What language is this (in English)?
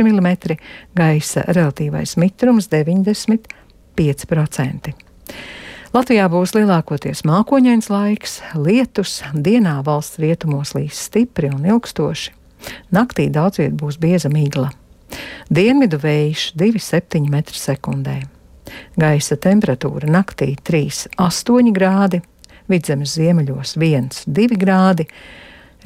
Latvian